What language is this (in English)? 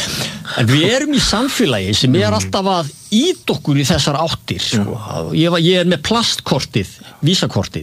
Icelandic